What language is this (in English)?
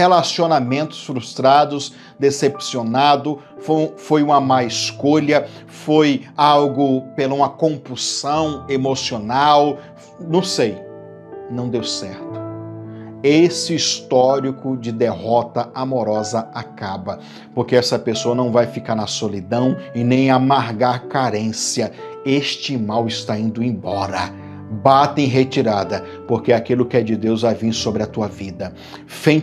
Portuguese